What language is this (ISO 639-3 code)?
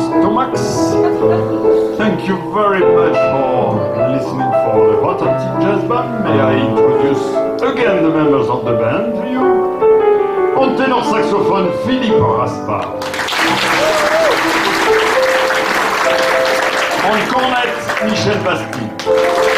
eng